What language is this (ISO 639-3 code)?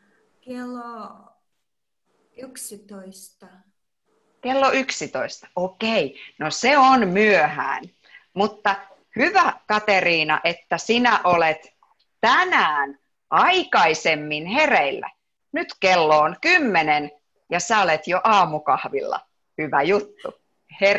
fin